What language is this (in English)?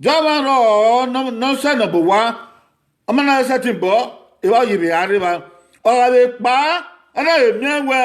Bini